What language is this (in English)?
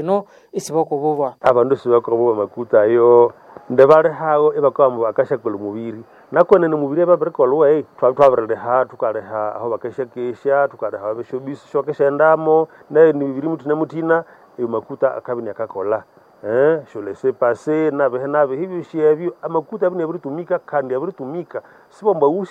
Nande